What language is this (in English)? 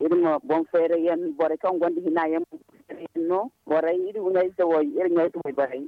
Zarma